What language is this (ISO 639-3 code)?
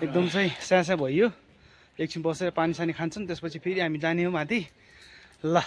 nep